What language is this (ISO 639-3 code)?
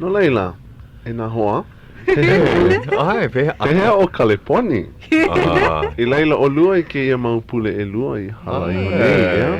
haw